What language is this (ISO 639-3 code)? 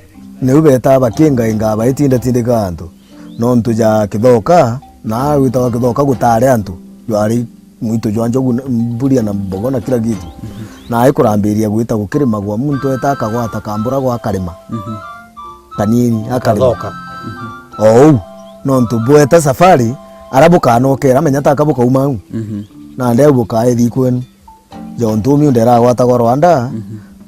mer